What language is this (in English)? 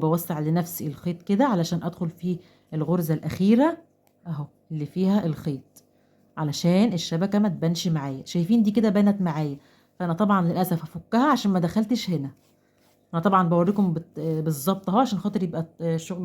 Egyptian Arabic